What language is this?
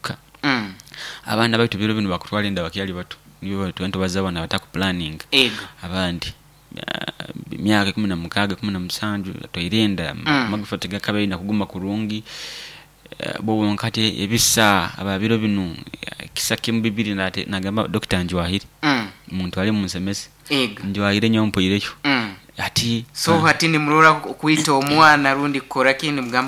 Nyoro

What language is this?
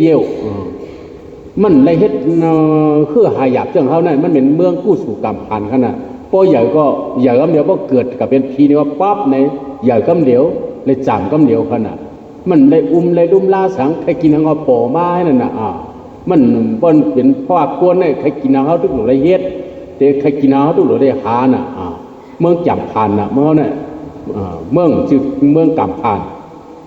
Shan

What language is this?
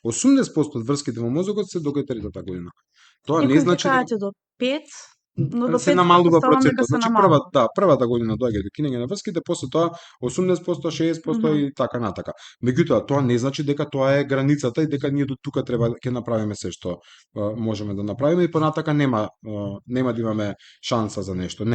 Macedonian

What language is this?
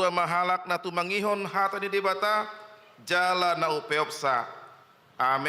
Batak Toba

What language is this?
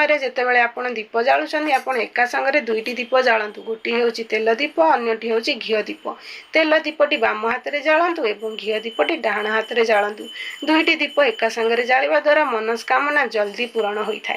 Odia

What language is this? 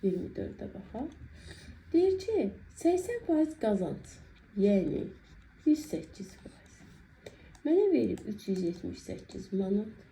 Azerbaijani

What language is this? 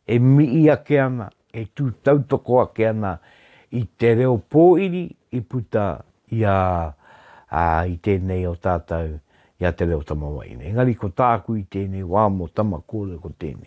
Māori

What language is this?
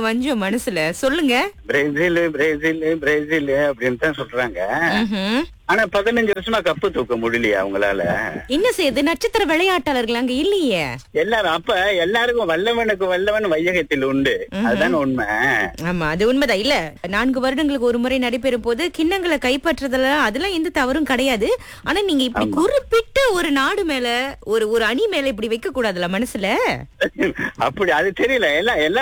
Tamil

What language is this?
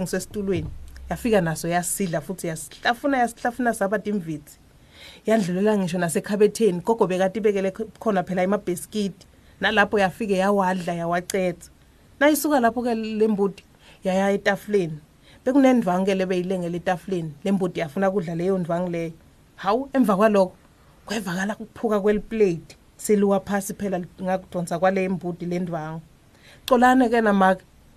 Swati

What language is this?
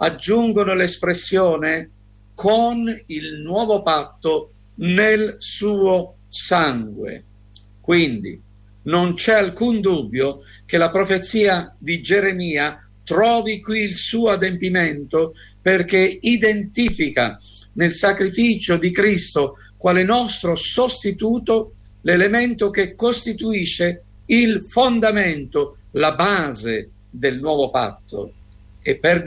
Italian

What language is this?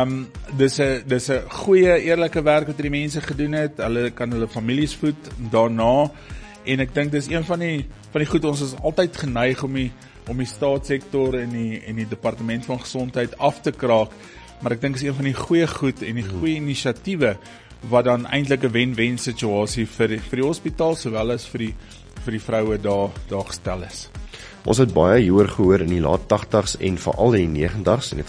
Afrikaans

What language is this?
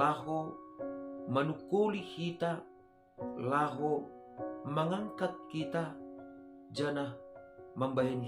Batak Simalungun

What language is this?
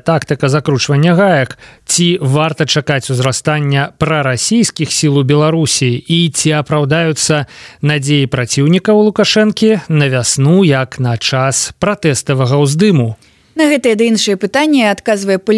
Belarusian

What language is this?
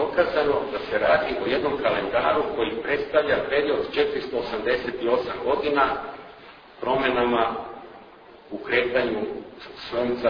Serbian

